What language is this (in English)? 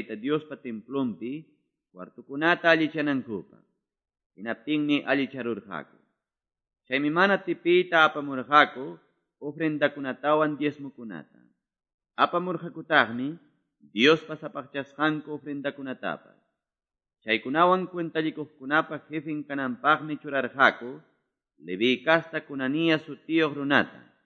Quechua